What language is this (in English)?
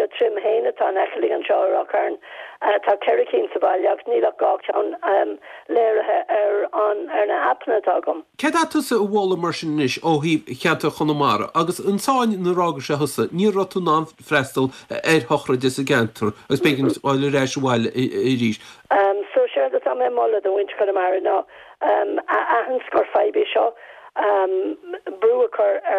Irish